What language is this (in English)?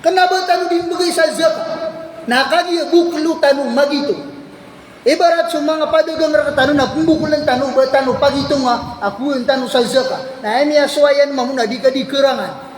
Maranao